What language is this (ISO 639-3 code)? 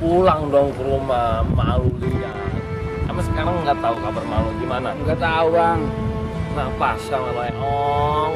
bew